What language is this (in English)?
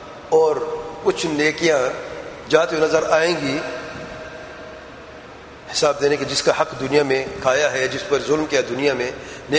Urdu